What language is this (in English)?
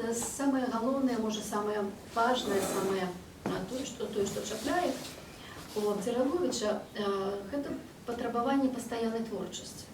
Belarusian